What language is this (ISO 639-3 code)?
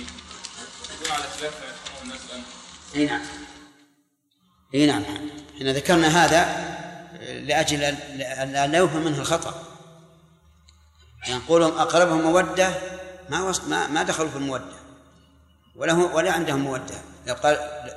ara